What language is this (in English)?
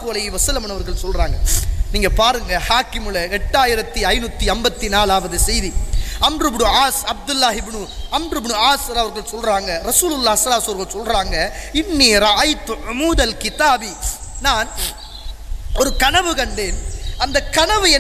Tamil